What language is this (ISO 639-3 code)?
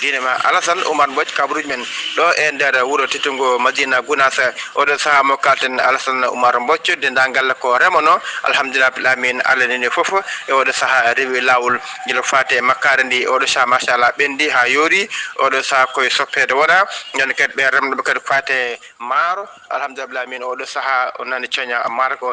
ful